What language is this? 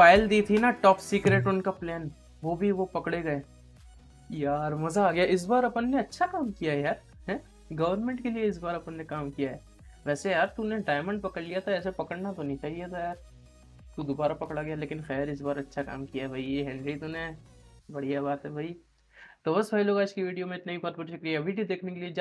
Hindi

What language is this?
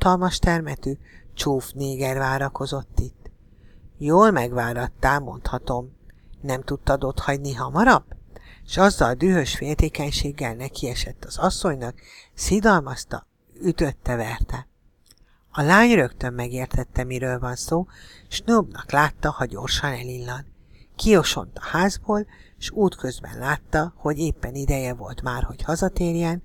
Hungarian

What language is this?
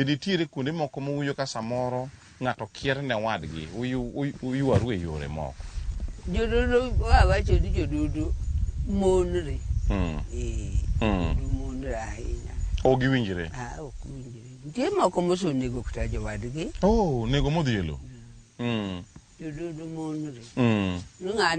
Luo (Kenya and Tanzania)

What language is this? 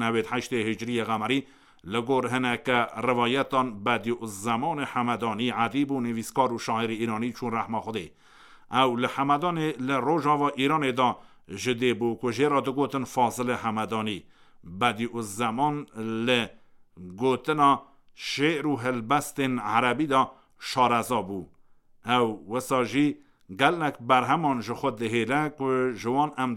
Kurdish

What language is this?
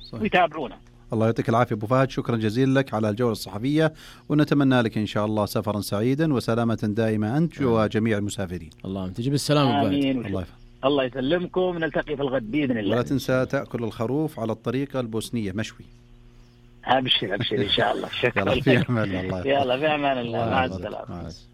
Najdi Arabic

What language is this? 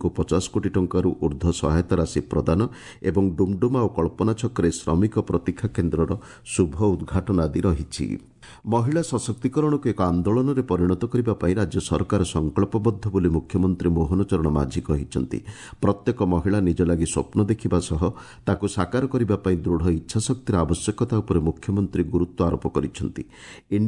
Odia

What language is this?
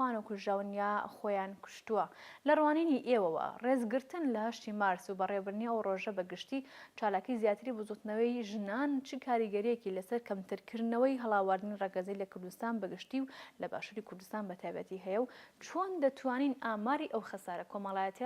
Central Kurdish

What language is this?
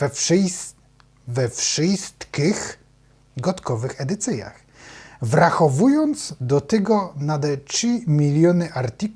Silesian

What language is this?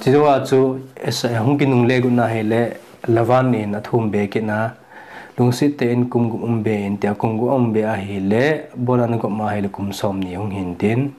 Thado Chin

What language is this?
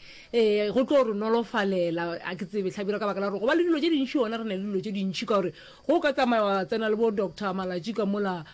Northern Sotho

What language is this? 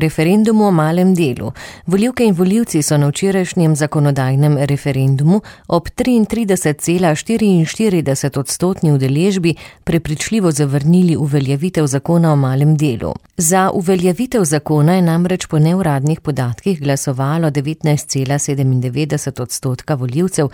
Slovenian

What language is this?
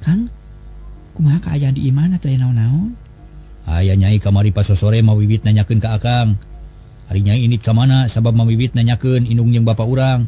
Sundanese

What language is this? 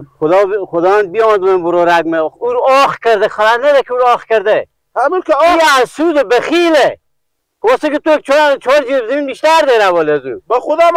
Persian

